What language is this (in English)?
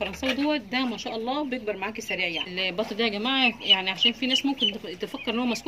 Egyptian Arabic